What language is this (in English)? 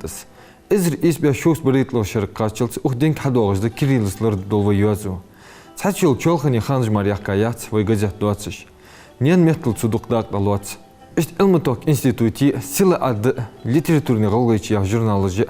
Ingush